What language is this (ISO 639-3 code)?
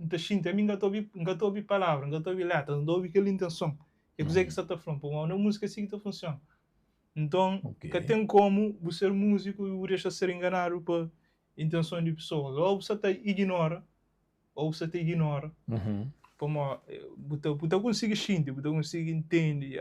kea